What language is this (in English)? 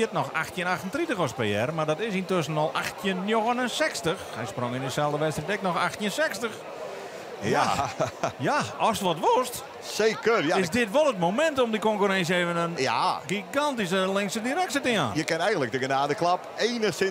Western Frisian